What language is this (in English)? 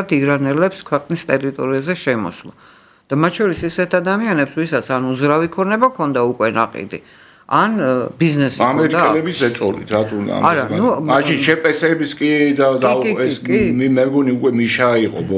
Georgian